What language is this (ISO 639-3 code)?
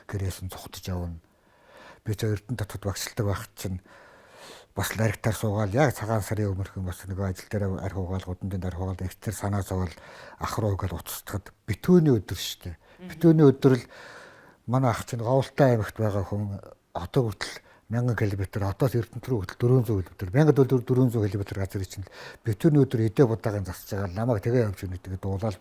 mon